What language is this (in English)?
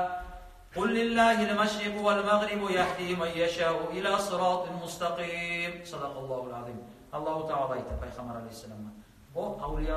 Kumyk